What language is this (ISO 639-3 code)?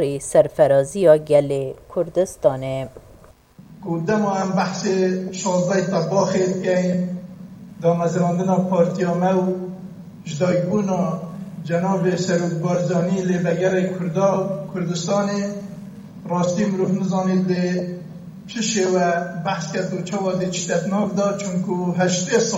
kur